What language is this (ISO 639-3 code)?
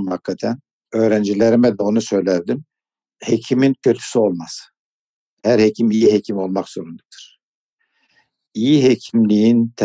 tur